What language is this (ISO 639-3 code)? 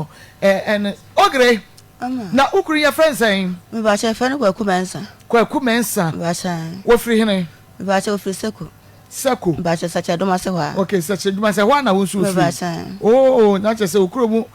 aka